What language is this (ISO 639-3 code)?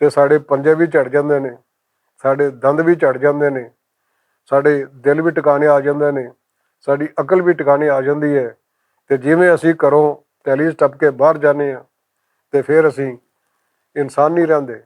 lah